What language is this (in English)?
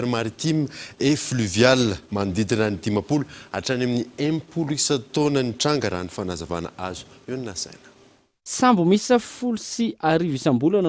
Malagasy